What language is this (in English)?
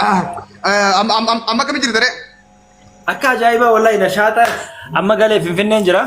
Oromo